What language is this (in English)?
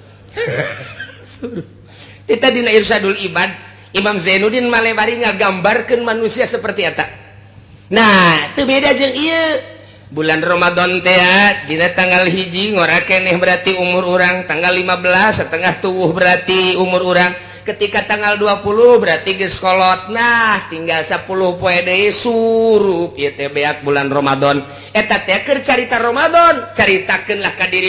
Sundanese